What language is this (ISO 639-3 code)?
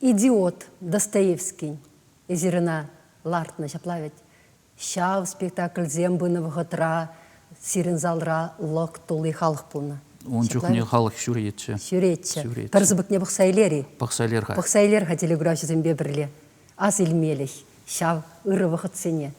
chv